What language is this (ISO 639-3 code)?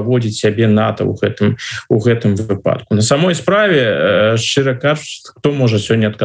bel